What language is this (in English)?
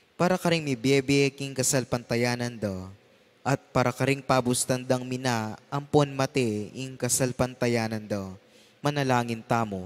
Pampanga